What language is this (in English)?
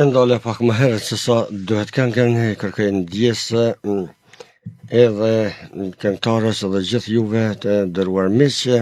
Albanian